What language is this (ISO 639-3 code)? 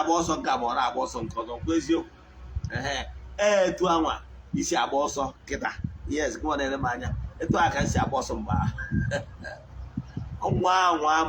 ibo